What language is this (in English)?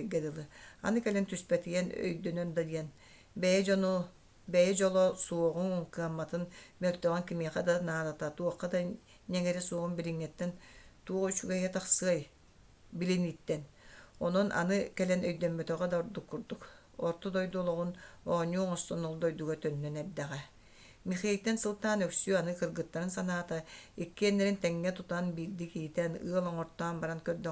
Yakut